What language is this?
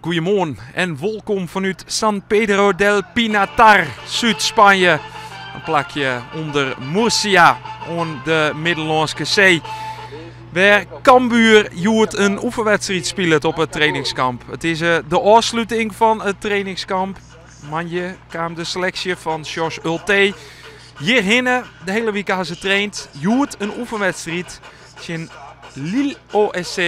Western Frisian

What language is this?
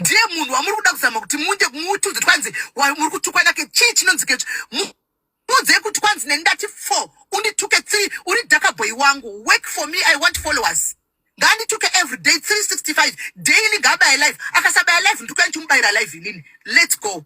Shona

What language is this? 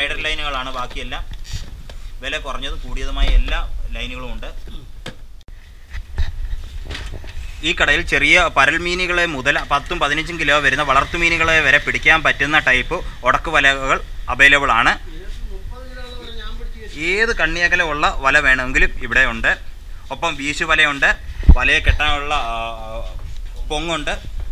Malayalam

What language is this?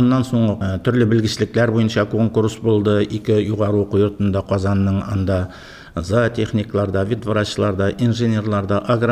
Tatar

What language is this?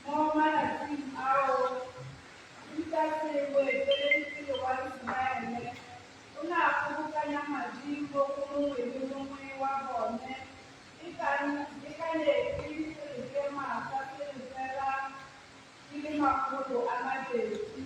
Tswana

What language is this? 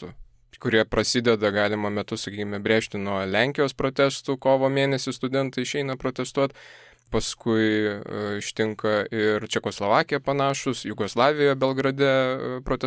Lithuanian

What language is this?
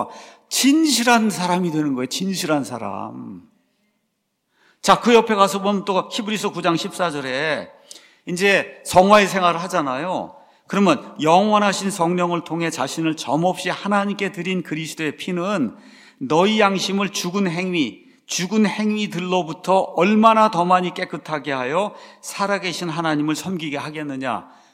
Korean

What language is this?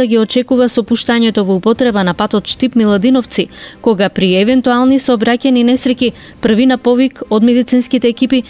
Macedonian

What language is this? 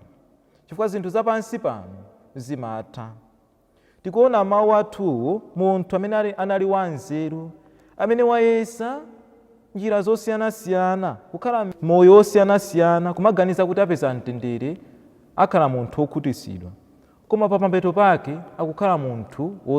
Nyanja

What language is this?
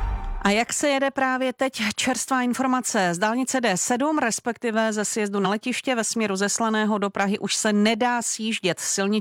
Czech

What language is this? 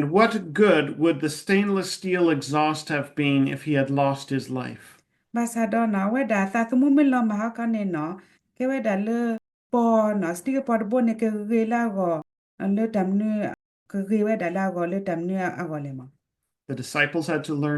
S'gaw Karen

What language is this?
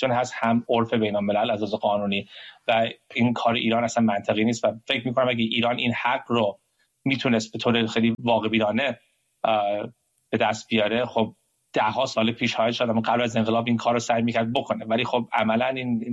Persian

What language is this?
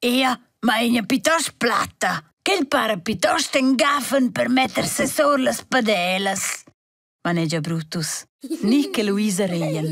Romansh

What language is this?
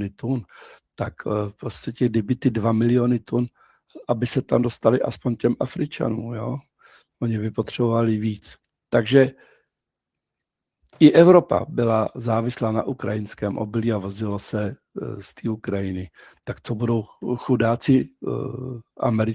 Czech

